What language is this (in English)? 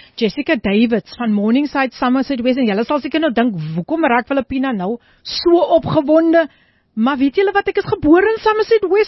Afrikaans